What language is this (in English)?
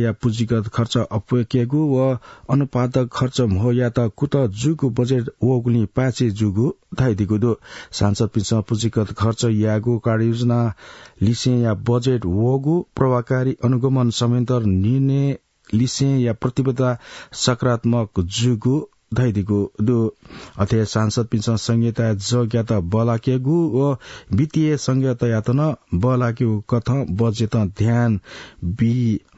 Newari